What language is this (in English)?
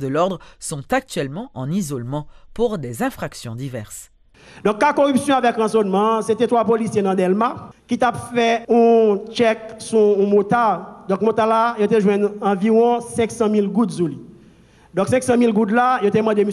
French